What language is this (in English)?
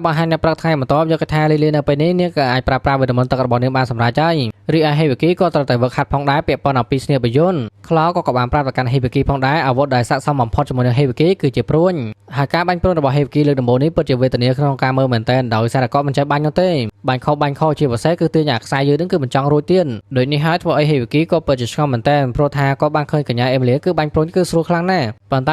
Khmer